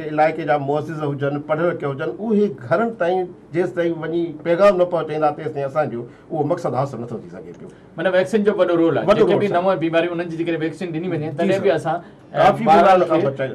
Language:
Sindhi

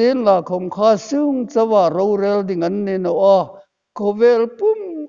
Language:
Hmar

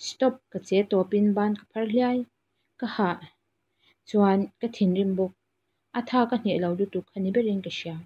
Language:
Mizo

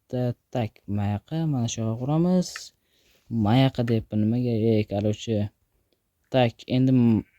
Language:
Uzbek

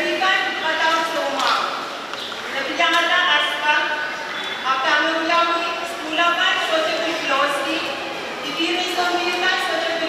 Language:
Pohnpeian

